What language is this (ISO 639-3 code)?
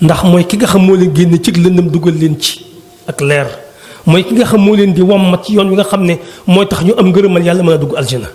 wol